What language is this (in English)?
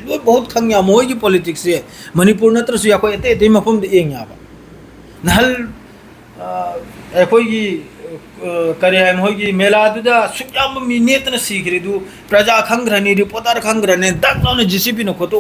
Manipuri